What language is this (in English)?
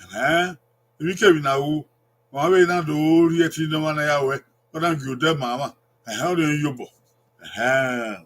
Bini